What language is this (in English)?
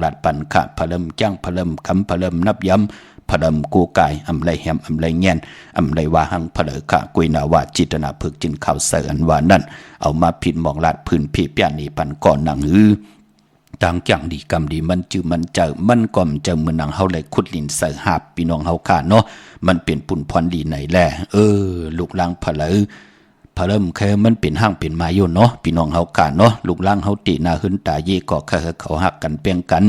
Shan